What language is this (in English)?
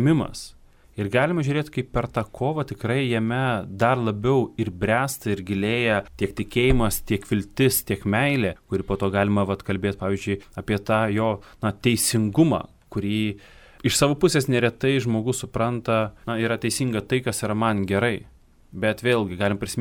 Lithuanian